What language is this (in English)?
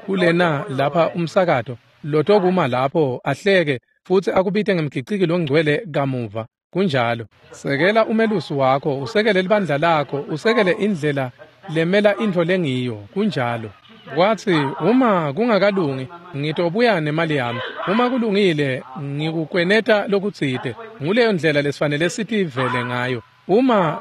Swati